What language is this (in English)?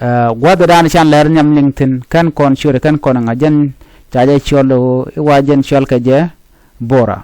Nuer